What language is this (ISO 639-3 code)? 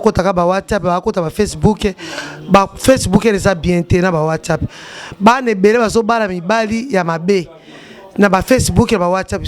lin